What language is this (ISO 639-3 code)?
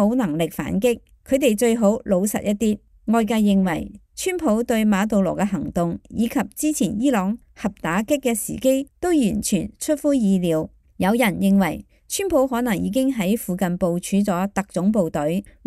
yue